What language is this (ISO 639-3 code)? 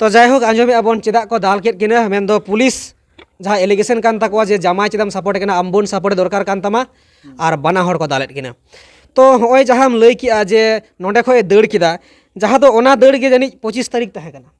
sat